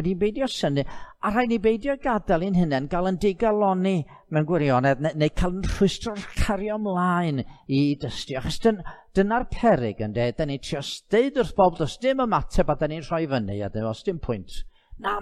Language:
Welsh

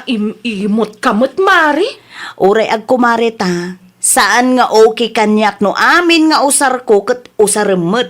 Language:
Iloko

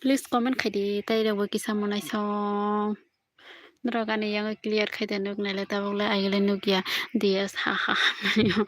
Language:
Kok Borok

